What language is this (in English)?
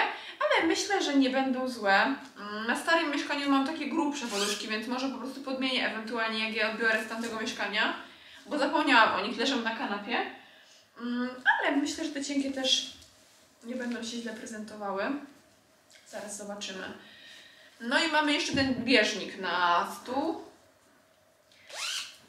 Polish